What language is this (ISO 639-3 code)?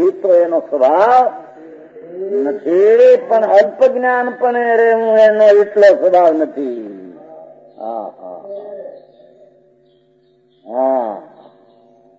guj